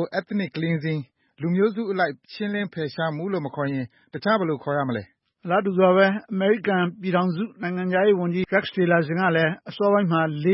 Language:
Burmese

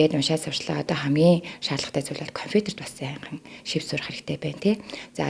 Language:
Mongolian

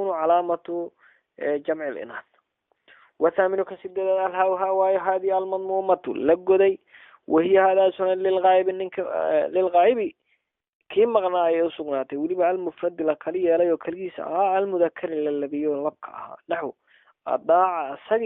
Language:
Somali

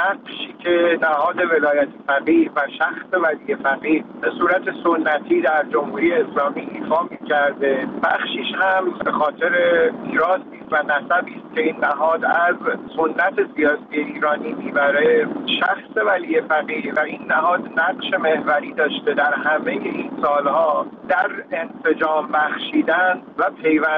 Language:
Persian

